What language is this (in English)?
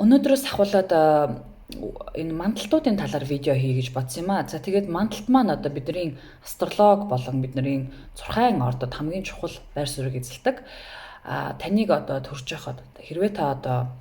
Mongolian